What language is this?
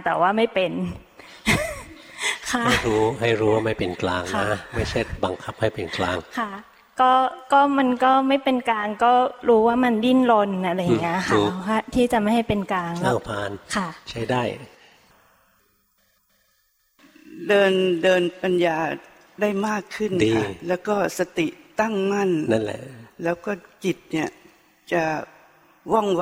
Thai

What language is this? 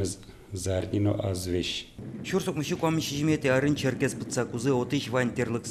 Udmurt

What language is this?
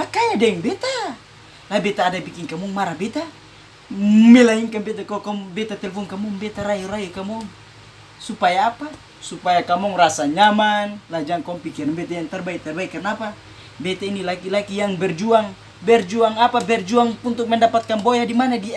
Ambonese Malay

